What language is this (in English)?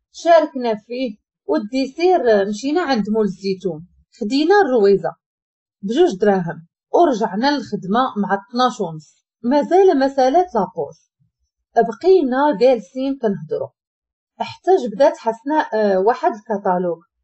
Moroccan Arabic